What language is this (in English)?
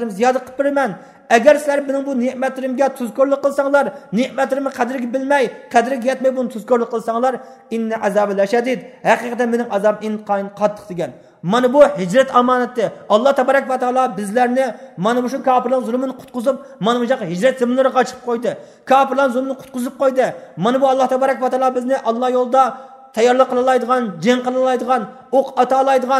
Uyghur